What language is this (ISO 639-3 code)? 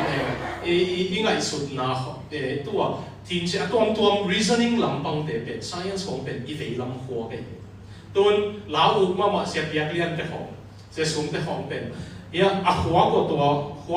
ctd